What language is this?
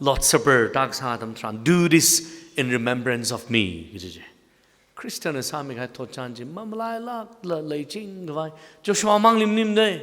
Tangkhul Naga (India)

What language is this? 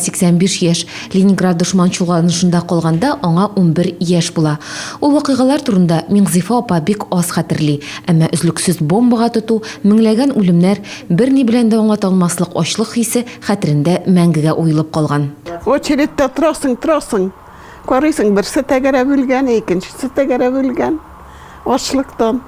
Tatar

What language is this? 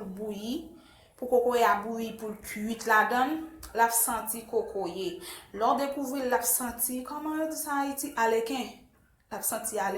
Haitian Creole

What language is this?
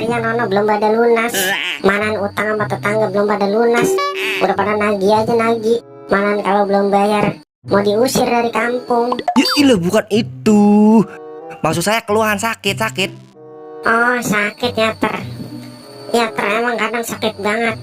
Betawi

